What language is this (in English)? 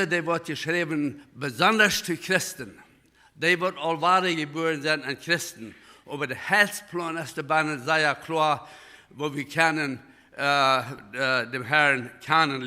Plautdietsch